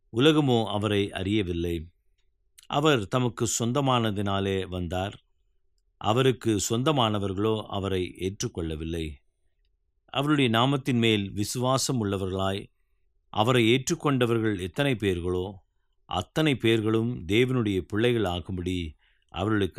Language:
Tamil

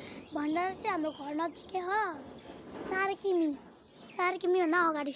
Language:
Nepali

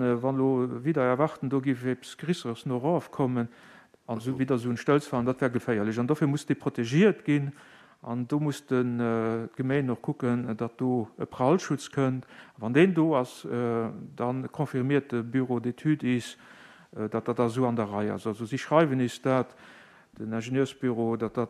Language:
Luxembourgish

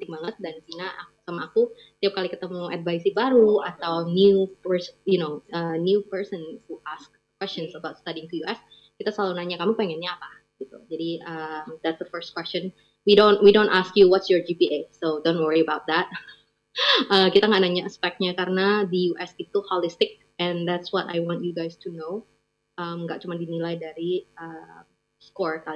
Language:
Indonesian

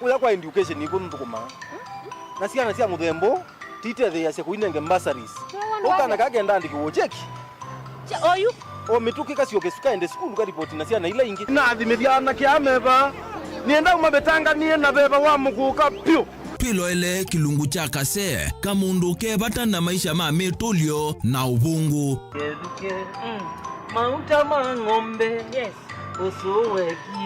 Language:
Kamba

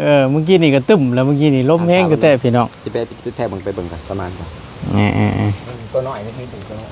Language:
Northeastern Thai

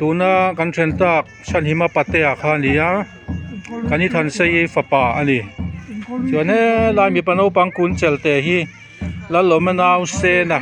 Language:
Mizo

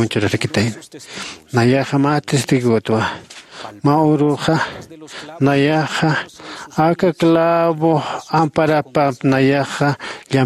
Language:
Aymara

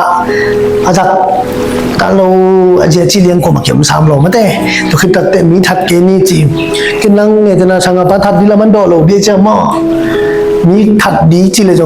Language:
Tedim Chin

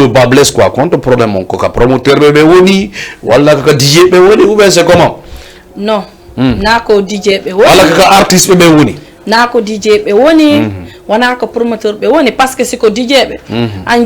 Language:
Fula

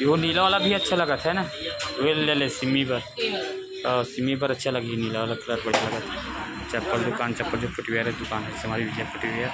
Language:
Chhattisgarhi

